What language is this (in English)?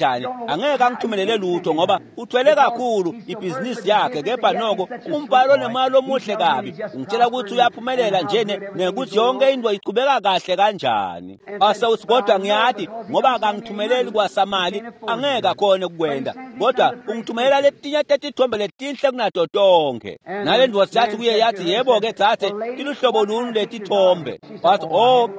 Swati